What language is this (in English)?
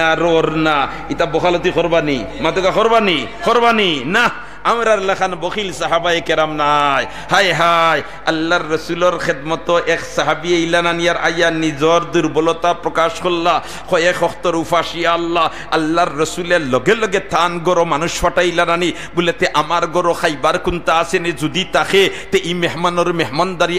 Sylheti